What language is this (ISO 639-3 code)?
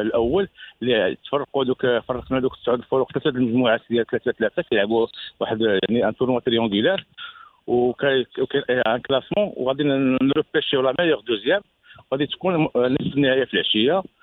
ary